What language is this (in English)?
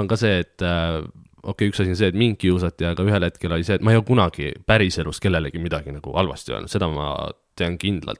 Estonian